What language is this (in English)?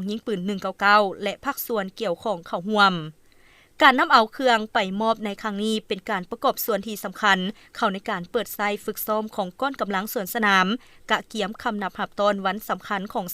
Lao